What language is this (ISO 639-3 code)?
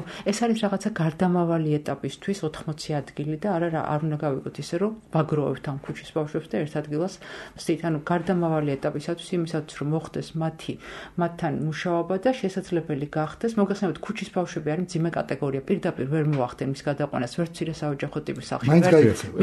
kat